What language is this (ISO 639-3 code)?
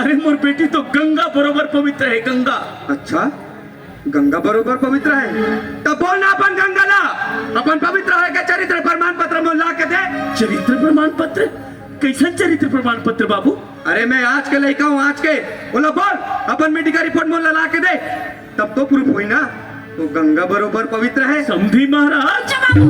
hne